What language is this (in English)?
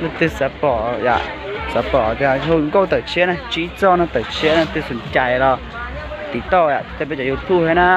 Hmong